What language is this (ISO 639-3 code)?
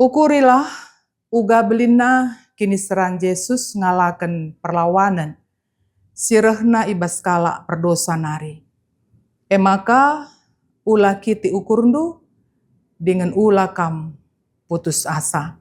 btx